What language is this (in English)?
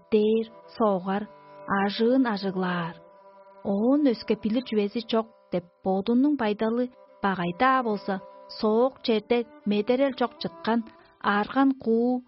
Tuvinian